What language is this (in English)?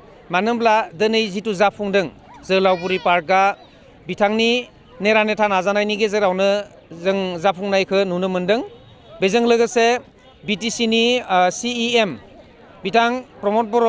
Bodo